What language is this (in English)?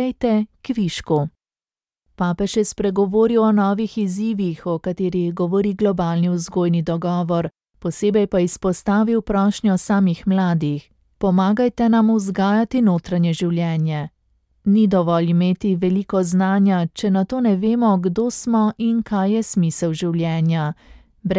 Slovenian